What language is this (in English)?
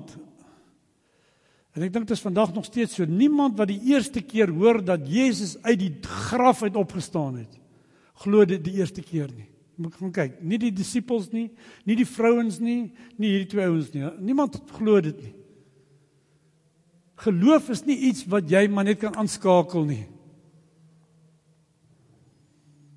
Afrikaans